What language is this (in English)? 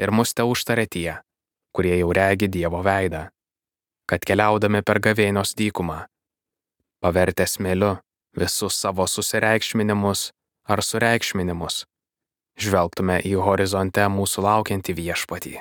Lithuanian